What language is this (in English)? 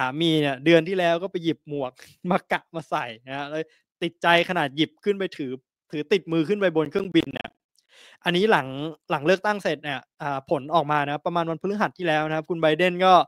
Thai